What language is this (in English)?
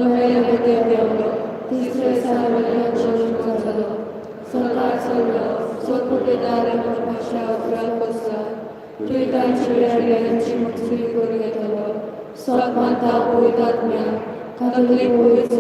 Konkani